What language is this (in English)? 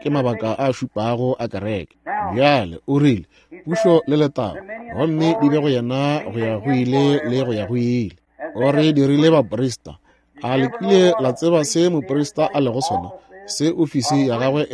Northern Sotho